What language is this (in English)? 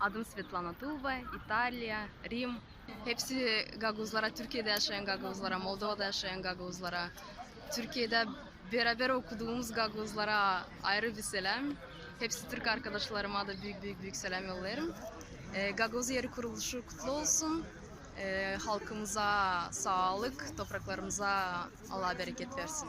Gagauz